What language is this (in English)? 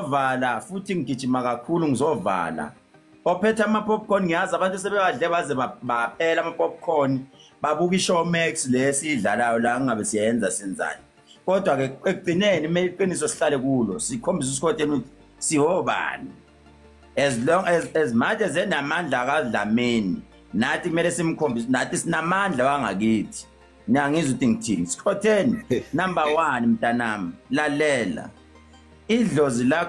Zulu